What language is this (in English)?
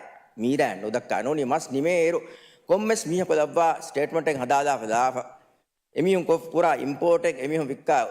Divehi